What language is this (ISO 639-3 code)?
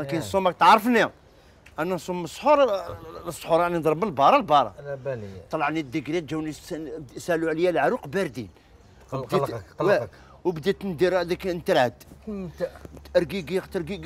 arq